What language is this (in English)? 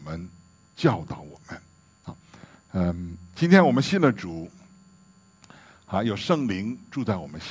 Chinese